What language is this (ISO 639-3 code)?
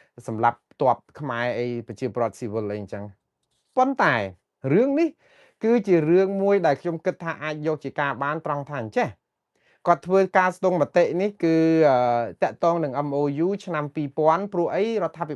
khm